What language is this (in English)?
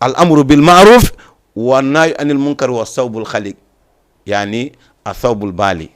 Fula